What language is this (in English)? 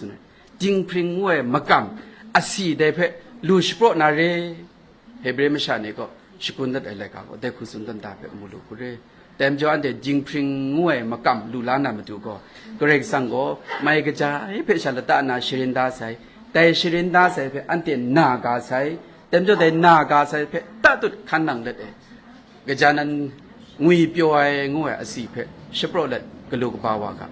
Kachin